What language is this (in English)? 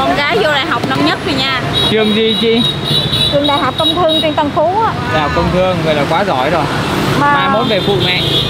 Vietnamese